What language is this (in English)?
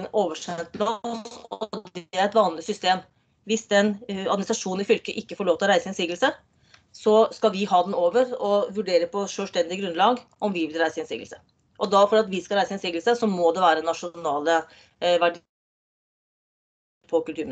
Norwegian